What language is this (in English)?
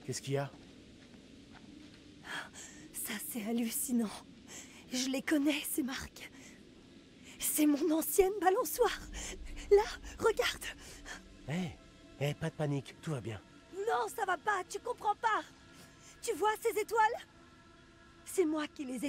French